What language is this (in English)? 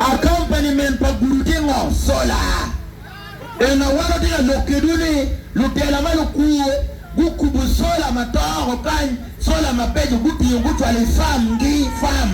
Acoli